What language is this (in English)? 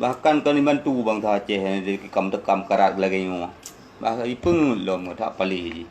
Achinese